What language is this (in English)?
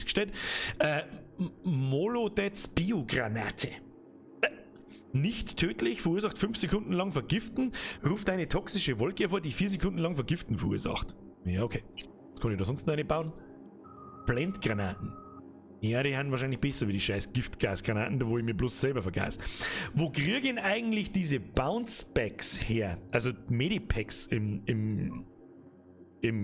Bavarian